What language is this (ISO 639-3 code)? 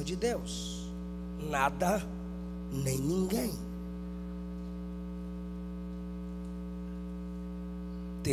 por